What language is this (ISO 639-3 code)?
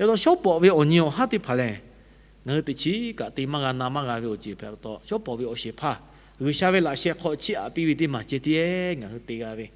lhu